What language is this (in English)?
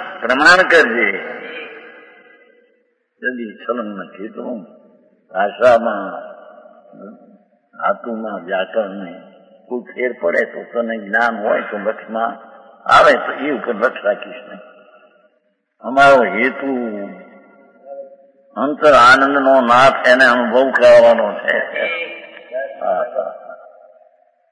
Gujarati